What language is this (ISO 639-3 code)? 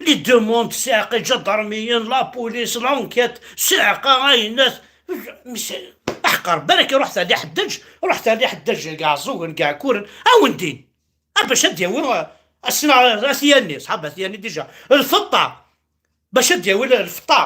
kab